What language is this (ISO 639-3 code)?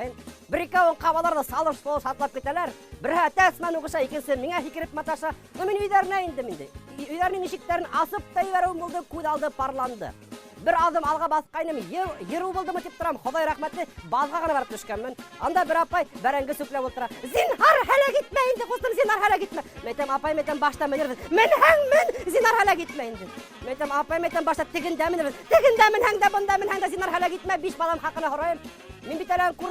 bak